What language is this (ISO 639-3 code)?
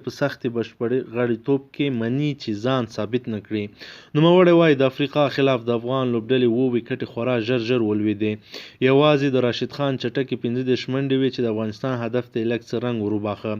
pus